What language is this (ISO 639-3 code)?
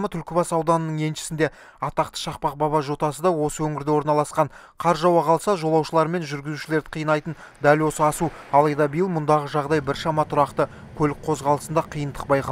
kaz